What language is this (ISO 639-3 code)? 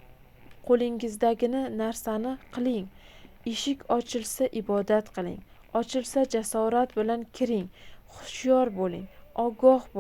uzb